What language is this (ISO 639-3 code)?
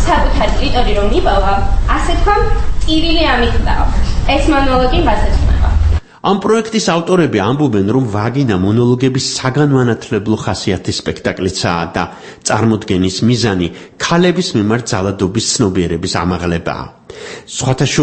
kat